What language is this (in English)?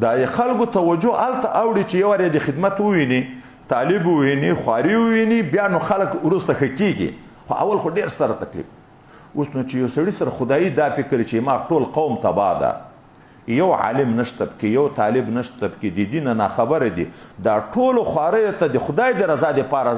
Pashto